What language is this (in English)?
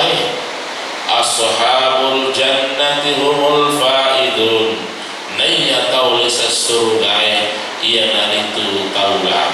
Buginese